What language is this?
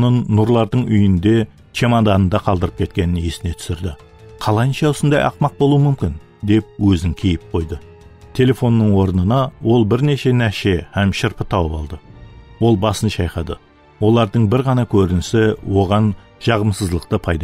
Kara-Kalpak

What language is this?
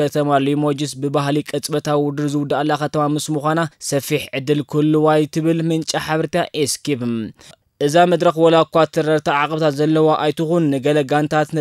Tigrinya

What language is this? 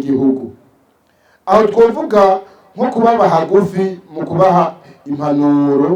Rundi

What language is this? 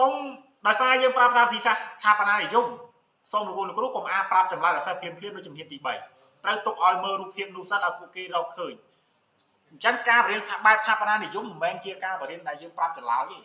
Khmer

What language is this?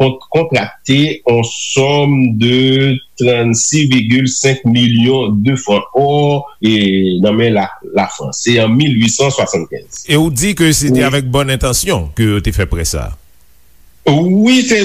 Haitian Creole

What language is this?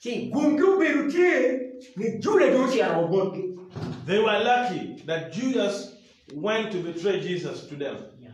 Acoli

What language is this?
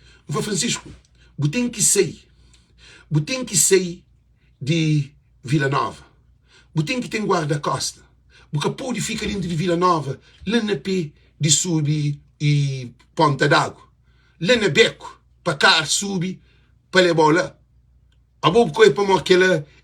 Kabuverdianu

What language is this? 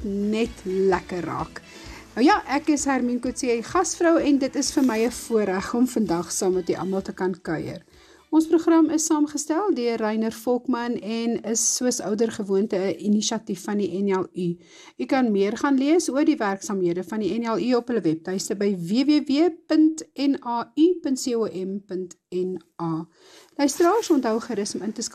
Afrikaans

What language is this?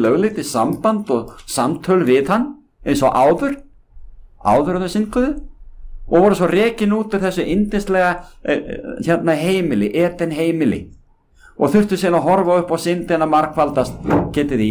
Icelandic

